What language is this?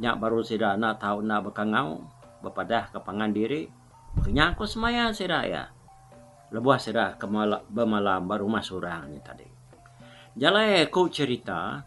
Iban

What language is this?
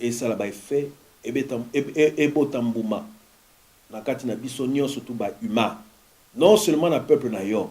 Lingala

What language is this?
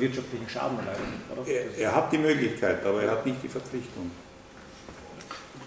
German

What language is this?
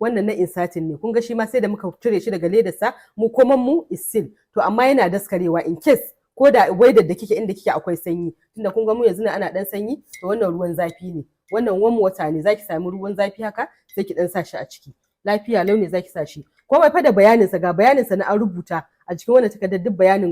Hausa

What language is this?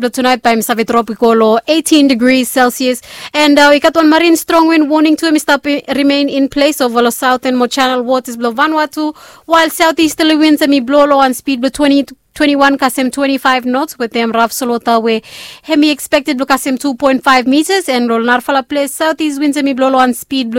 Bislama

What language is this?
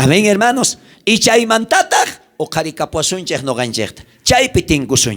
South Bolivian Quechua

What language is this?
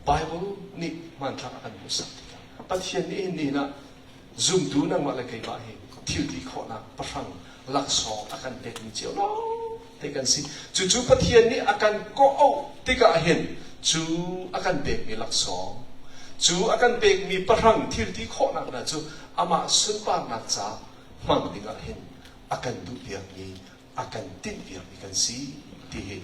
Hakha Chin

